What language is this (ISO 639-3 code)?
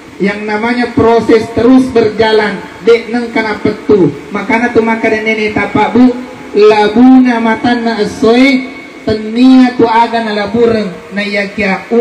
bug